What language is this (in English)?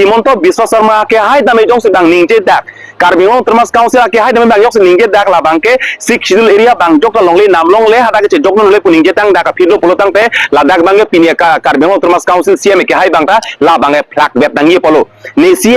Karbi